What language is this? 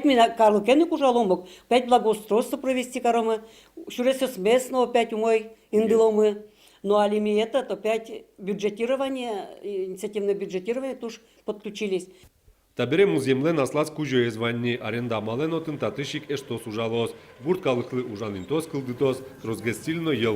Udmurt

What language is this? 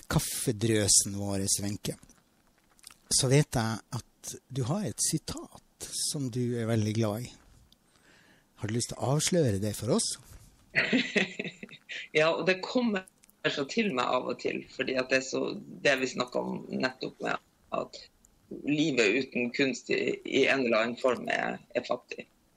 Norwegian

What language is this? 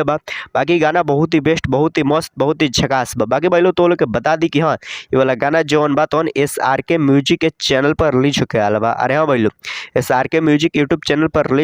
Bhojpuri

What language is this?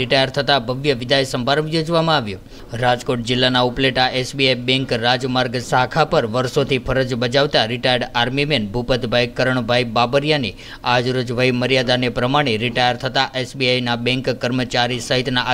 Gujarati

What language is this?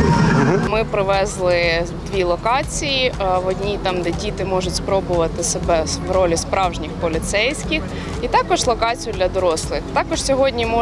Ukrainian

